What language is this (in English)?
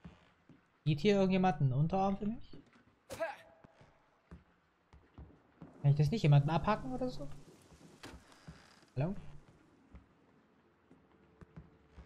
German